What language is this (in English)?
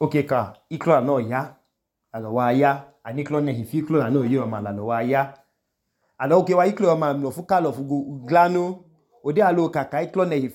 Idoma